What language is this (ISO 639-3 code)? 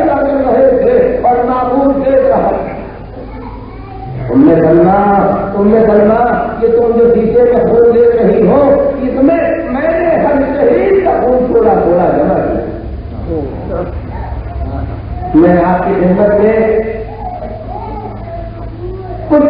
urd